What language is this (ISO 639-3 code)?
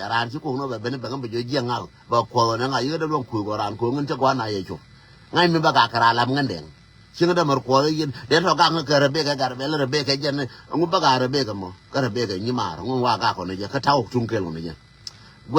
nus